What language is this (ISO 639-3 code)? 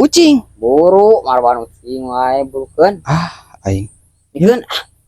sun